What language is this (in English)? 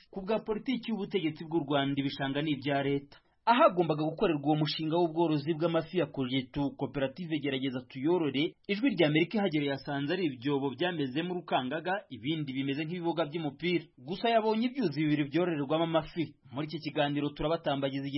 Kinyarwanda